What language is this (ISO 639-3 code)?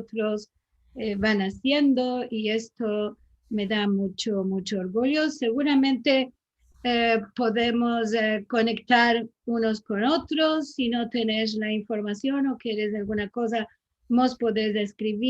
lad